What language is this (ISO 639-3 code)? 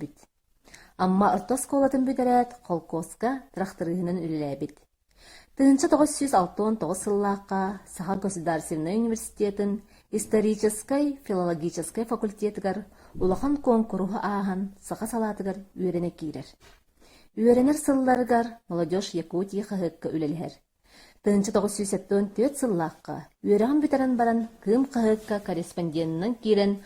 sah